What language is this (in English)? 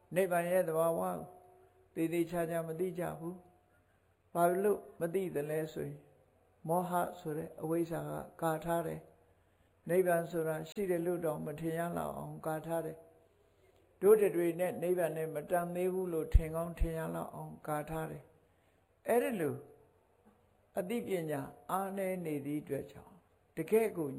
Burmese